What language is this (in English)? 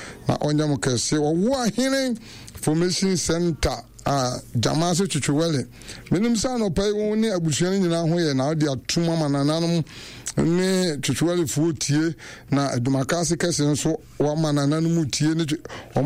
Akan